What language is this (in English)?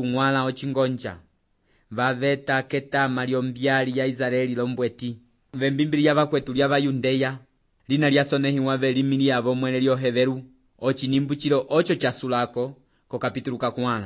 Umbundu